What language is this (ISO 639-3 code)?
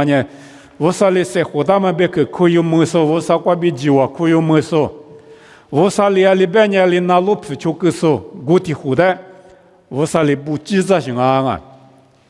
lis